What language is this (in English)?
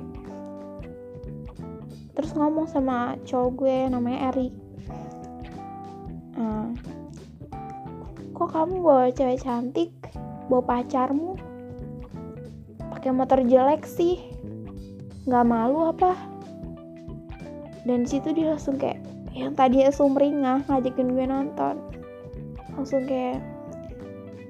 Indonesian